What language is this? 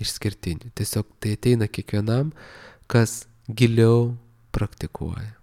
Lithuanian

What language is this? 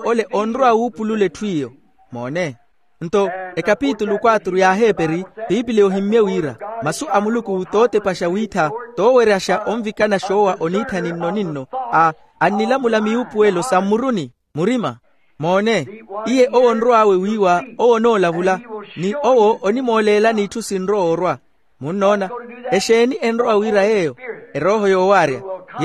Makhuwa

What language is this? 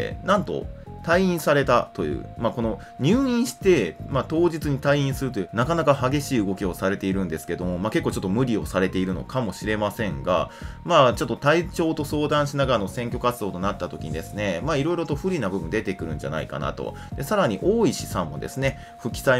Japanese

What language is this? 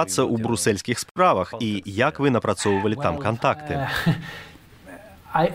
Belarusian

